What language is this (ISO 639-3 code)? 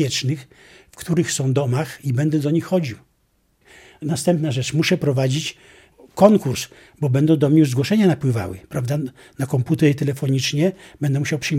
pol